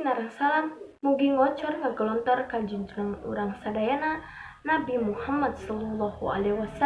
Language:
Sundanese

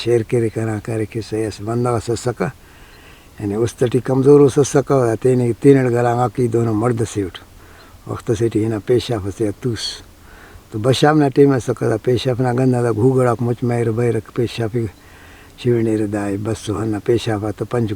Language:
Brahui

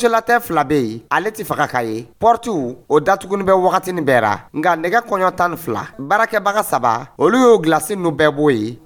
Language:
Dyula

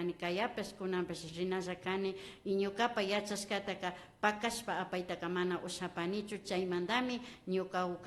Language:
Imbabura Highland Quichua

